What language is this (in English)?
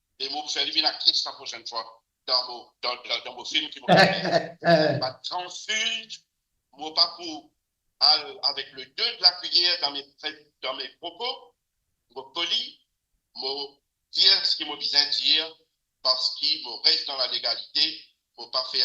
Morisyen